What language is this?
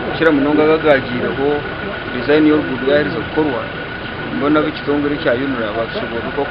Nyankole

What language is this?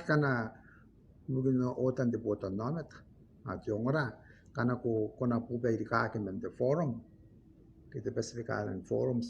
Gilbertese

